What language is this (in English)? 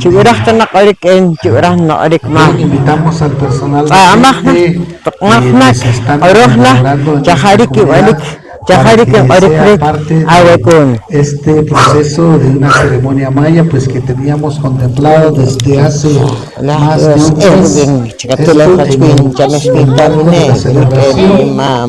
Poqomchi'